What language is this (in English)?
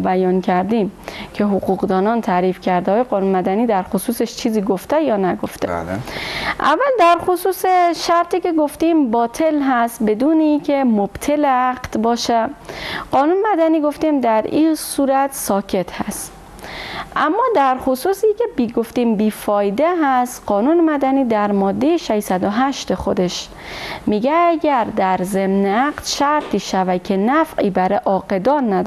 Persian